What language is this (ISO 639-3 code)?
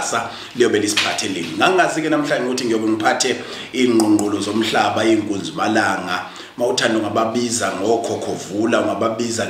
zul